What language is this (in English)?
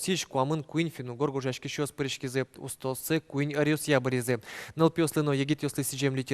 Udmurt